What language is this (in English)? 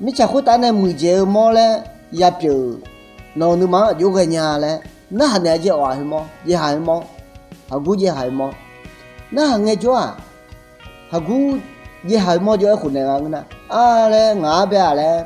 Akha